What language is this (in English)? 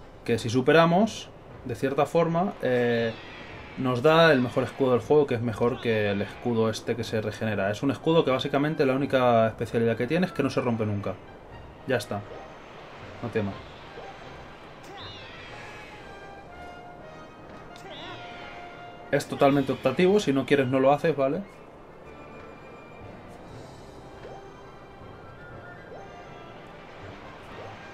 Spanish